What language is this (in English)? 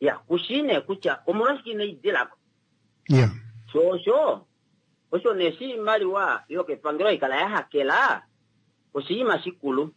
Kuanyama